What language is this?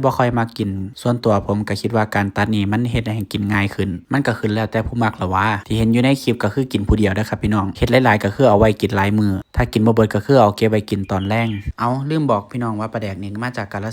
Northeastern Thai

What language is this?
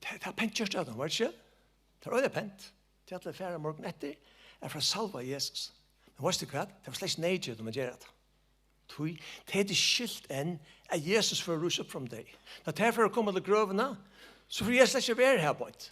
Faroese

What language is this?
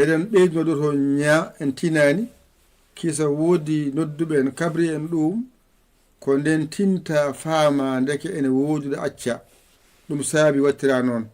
Fula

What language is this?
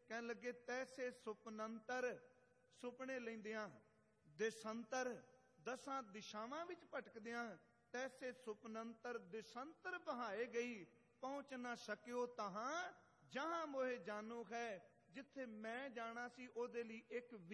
Punjabi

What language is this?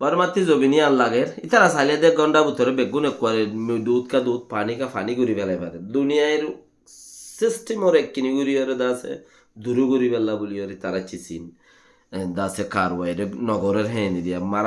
Rohingya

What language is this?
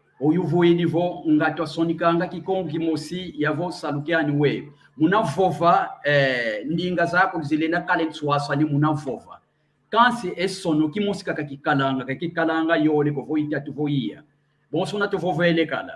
San Salvador Kongo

